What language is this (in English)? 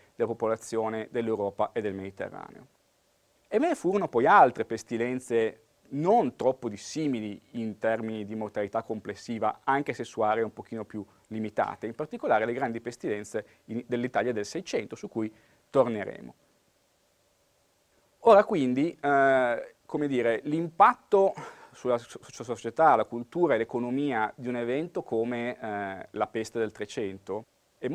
Italian